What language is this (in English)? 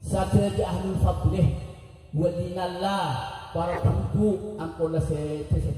Madurese